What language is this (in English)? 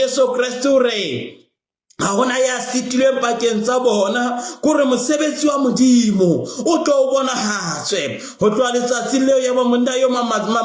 Southern Sotho